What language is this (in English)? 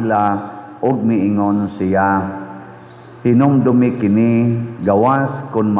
Cebuano